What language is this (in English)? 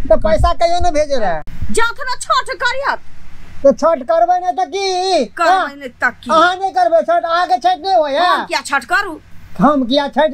Maithili